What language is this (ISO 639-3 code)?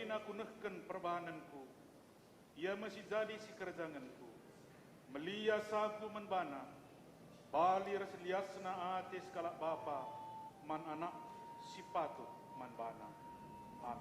btx